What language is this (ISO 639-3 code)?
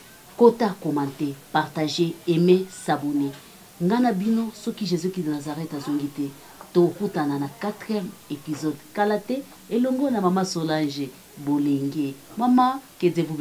lin